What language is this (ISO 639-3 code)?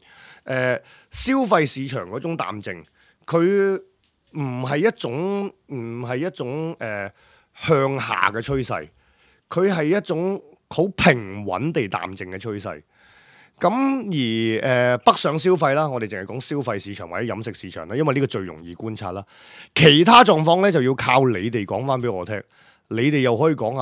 yue